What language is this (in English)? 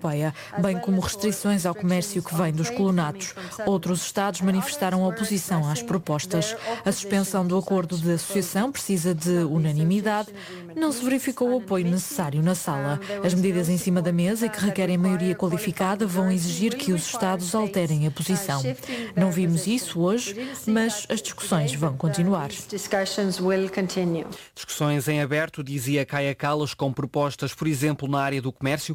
Portuguese